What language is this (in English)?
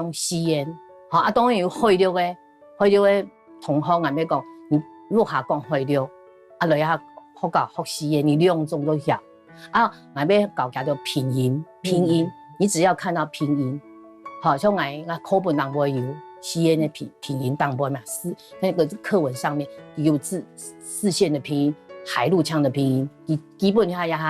Hakka Chinese